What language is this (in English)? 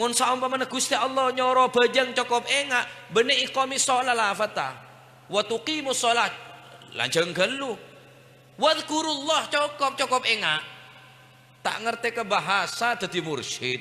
Madurese